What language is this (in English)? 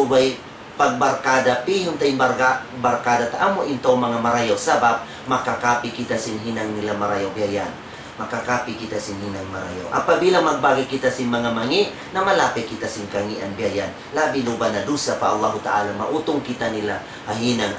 Tausug